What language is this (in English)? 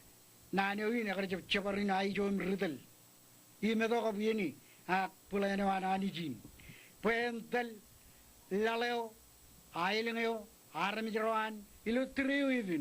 Marshallese